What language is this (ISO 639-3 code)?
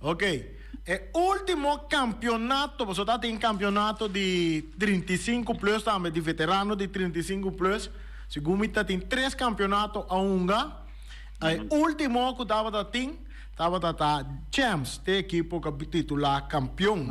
pap